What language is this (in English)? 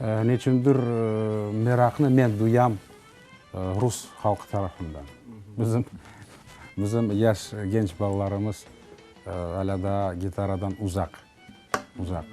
Crimean Tatar